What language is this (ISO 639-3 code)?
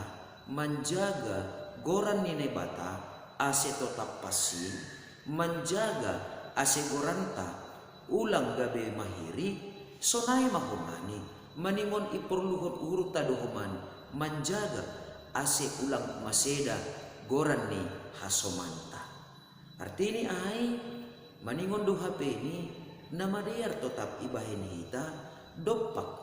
bts